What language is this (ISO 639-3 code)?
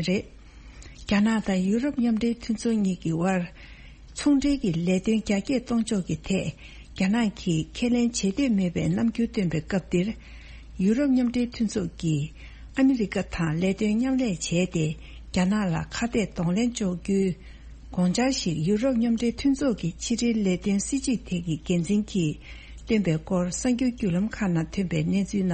bod